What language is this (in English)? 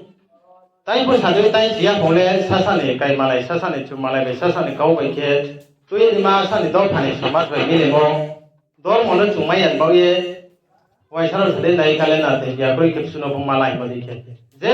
Riang (India)